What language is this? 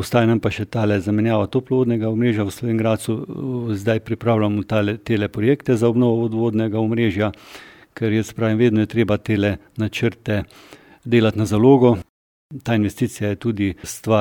Slovenian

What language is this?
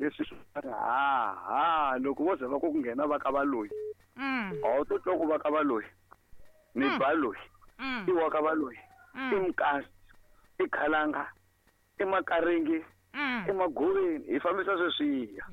Tsonga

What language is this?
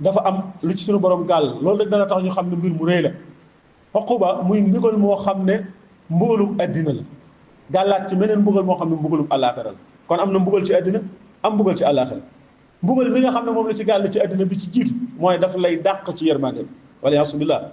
Wolof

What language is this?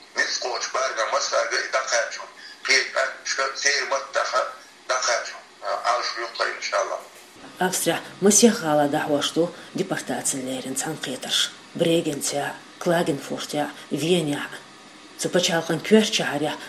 Chechen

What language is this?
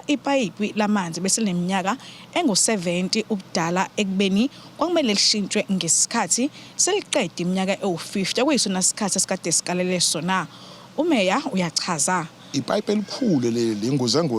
Zulu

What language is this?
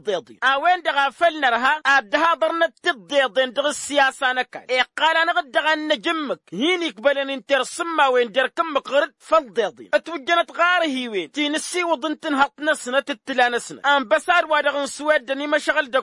Tamasheq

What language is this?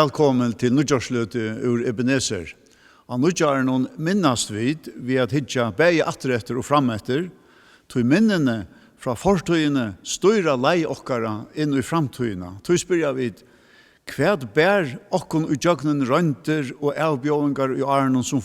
Faroese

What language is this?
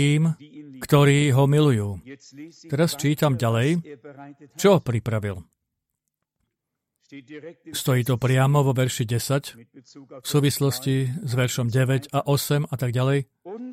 Slovak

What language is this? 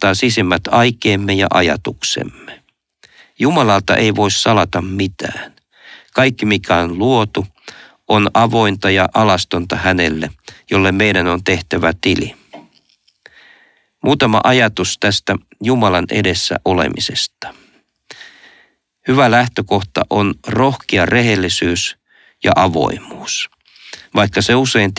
Finnish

